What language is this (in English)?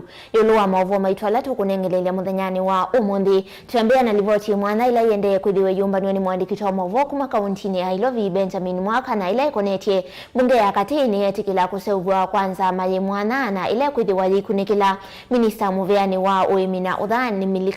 Kamba